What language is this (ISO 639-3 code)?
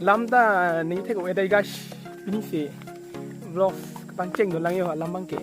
mjw